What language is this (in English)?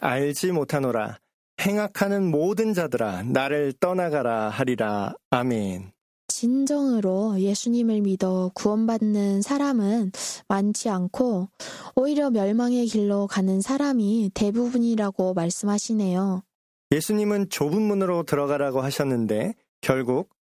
Korean